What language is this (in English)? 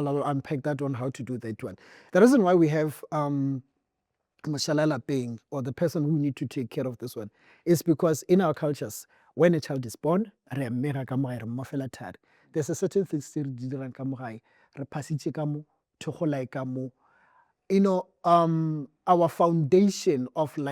Northern Sotho